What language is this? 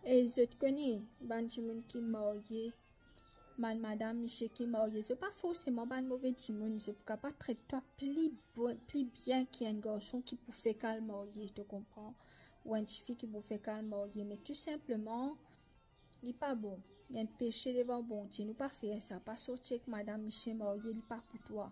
Morisyen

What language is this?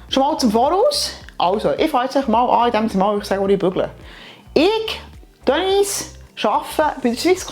Swiss German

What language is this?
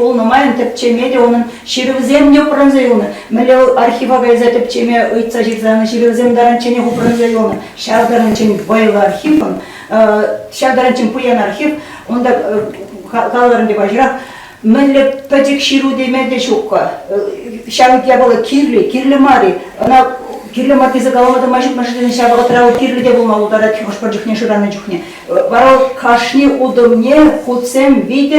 Chuvash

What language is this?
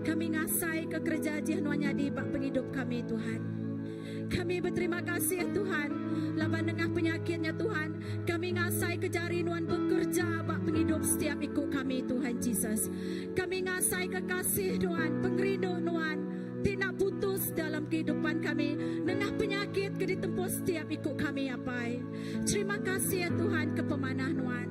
Iban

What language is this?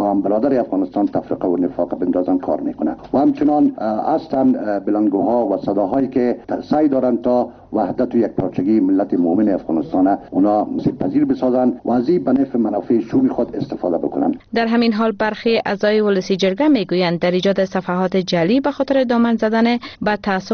Persian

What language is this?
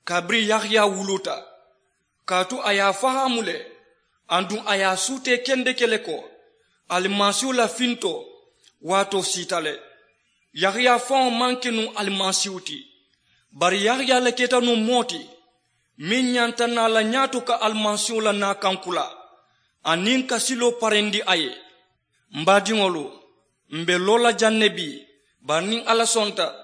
Mandingo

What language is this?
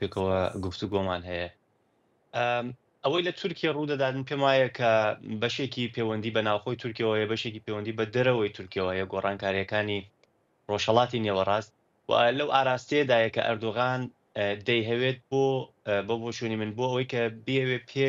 Central Kurdish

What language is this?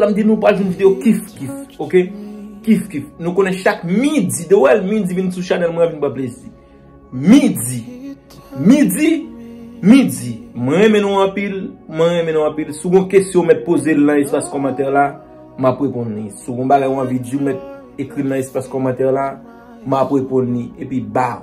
Haitian Creole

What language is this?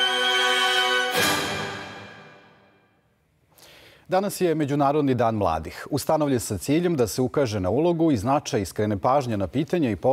Serbian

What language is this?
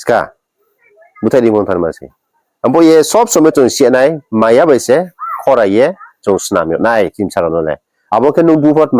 Riang (India)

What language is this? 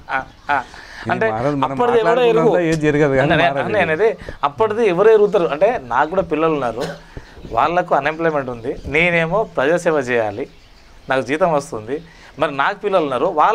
Telugu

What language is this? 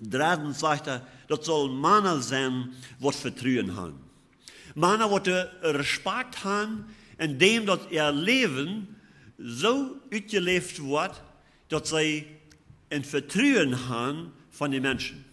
Plautdietsch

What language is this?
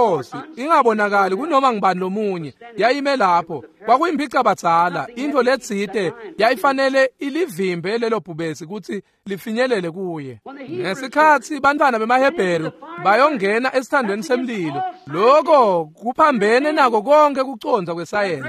Swati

